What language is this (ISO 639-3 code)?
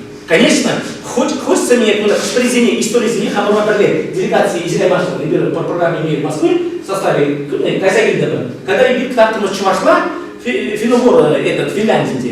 chv